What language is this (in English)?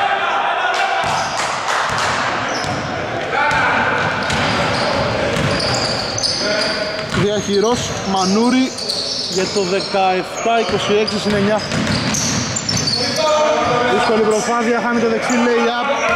Greek